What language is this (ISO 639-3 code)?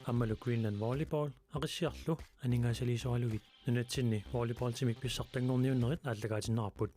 kal